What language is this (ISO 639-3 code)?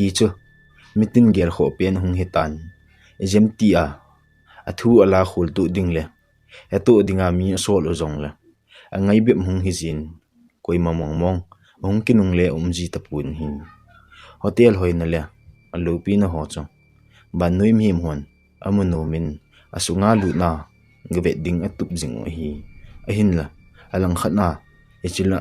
tcz